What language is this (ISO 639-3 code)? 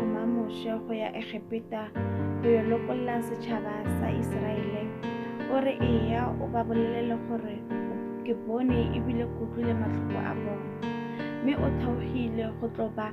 sot